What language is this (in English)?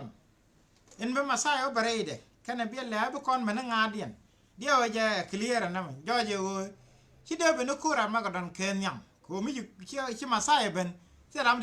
Nuer